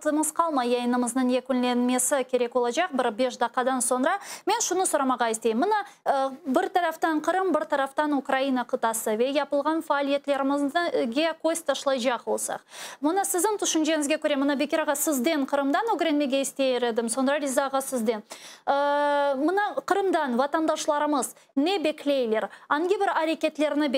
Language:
Crimean Tatar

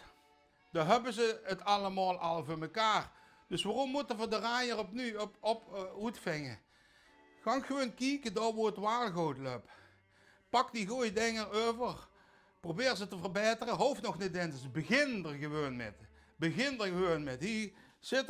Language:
Limburgish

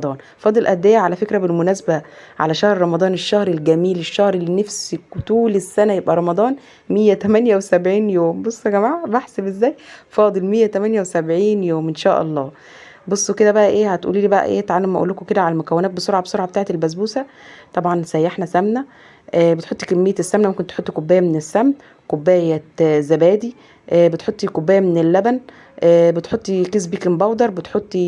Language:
Egyptian Arabic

